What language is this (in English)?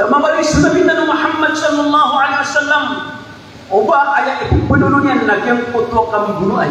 Maranao